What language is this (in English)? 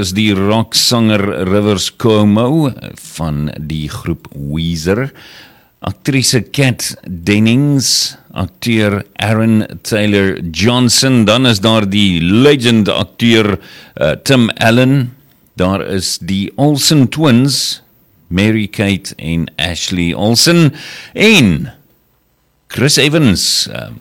Afrikaans